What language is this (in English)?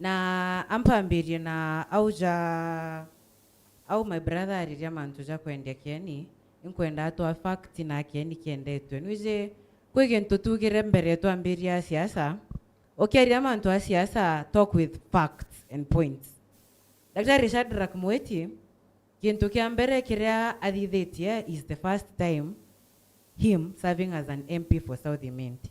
Meru